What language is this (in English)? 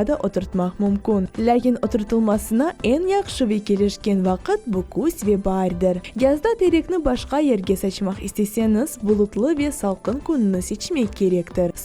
Crimean Tatar